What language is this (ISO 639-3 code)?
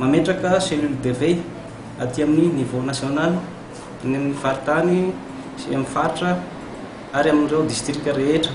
mlg